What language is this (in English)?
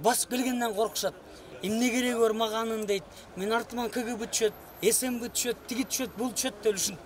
Kyrgyz